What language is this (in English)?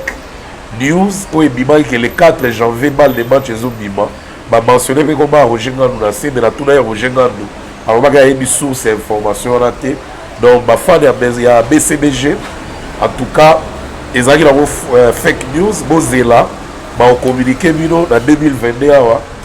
Lingala